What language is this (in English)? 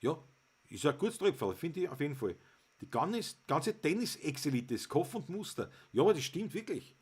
Bavarian